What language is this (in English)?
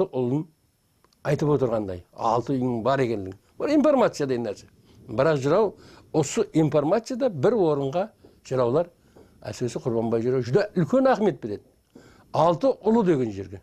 Kara-Kalpak